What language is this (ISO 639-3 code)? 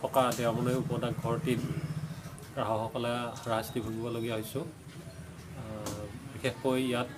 asm